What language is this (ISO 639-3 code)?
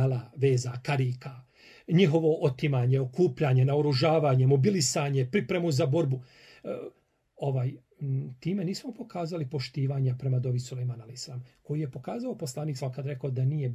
bos